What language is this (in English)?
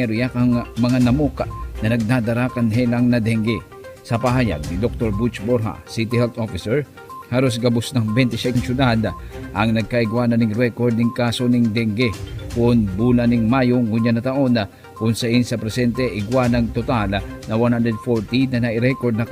Bikol